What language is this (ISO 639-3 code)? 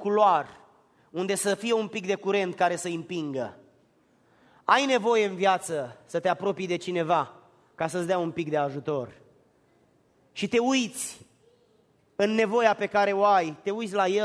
ron